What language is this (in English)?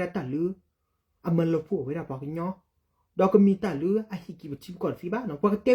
S'gaw Karen